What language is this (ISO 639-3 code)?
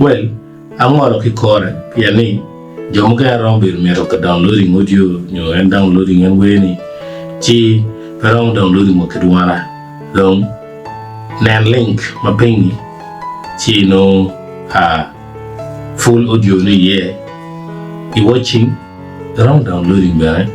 ach